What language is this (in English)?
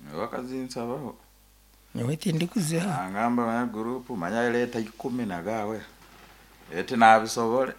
Nyankole